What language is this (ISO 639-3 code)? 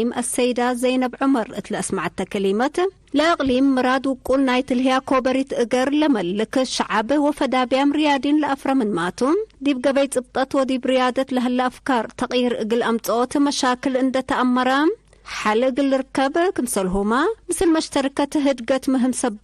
tig